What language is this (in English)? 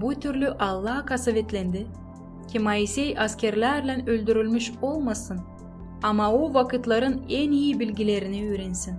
Gagauz